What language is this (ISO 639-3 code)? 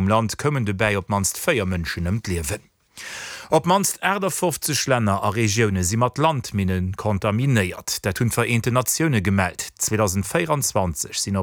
ltz